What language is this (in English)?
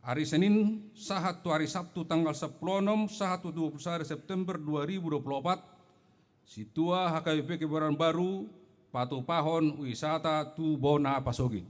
Batak Toba